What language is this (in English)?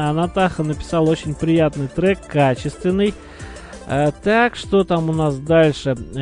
Russian